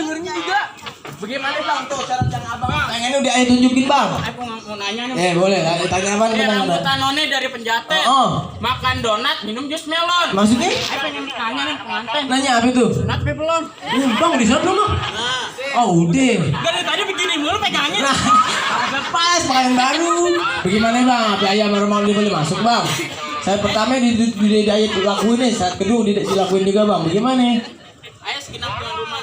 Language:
Betawi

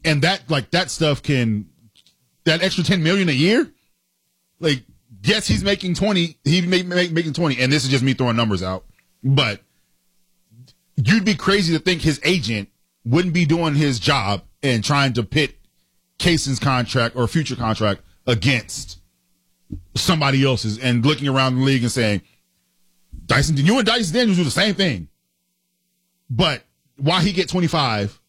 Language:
English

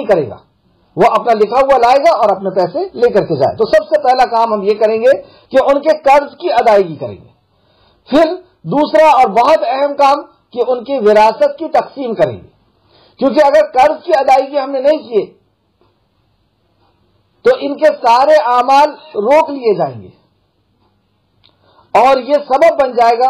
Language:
Urdu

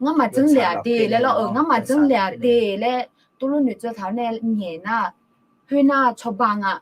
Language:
Akha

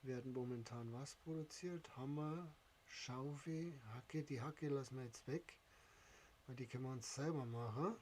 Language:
Bavarian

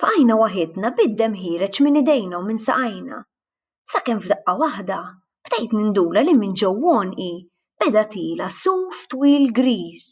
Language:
Maltese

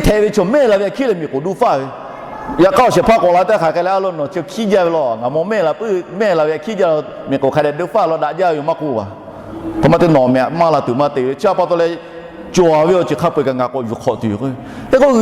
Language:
Lahu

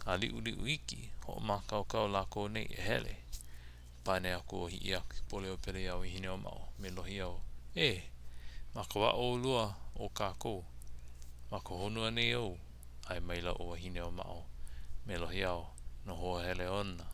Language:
Hawaiian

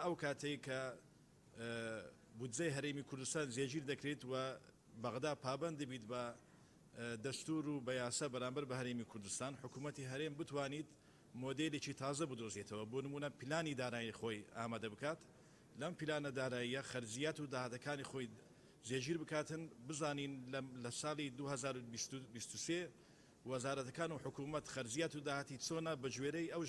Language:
Central Kurdish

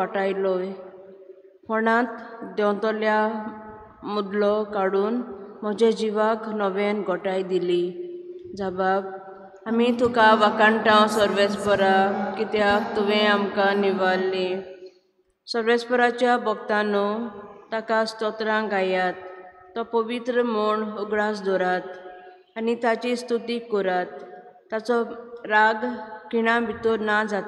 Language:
Konkani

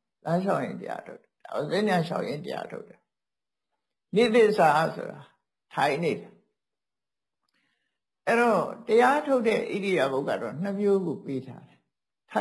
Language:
Burmese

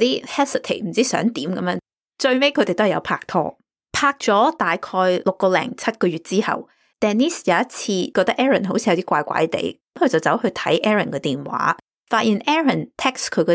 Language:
Cantonese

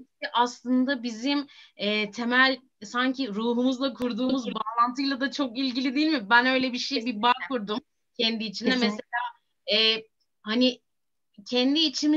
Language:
Turkish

